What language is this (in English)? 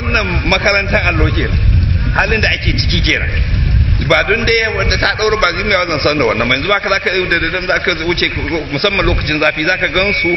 Hausa